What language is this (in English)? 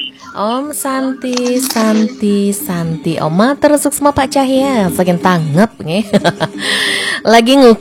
Balinese